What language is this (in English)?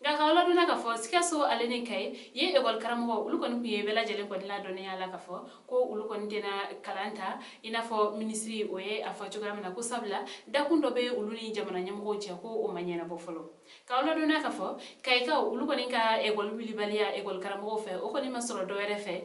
Bambara